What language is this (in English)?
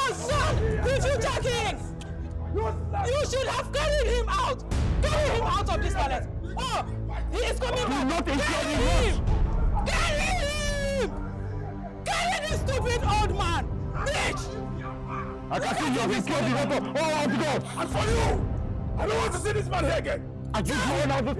Nigerian Pidgin